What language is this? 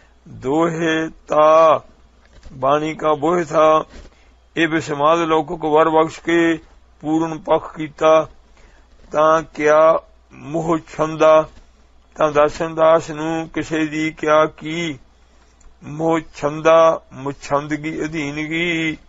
Punjabi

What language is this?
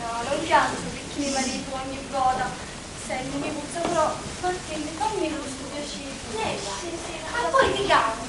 Sicilian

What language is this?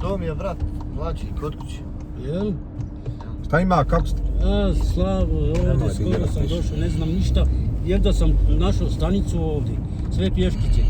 Bosnian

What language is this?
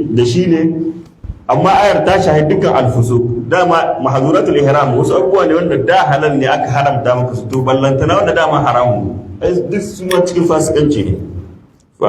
Hausa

